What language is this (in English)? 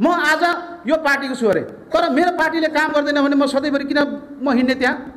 Nepali